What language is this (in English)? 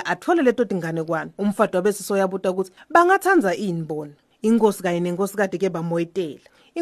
Swati